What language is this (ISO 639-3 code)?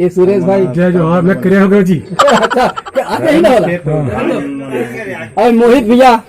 hne